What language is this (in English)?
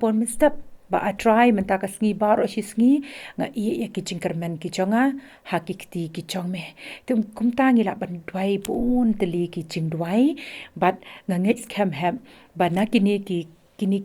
Khasi